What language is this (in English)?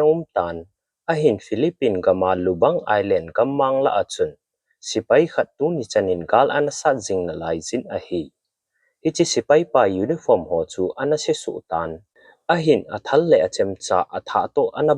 Thado Chin